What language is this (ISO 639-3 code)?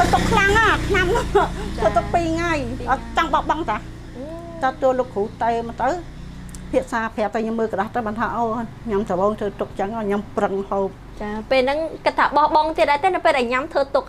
khm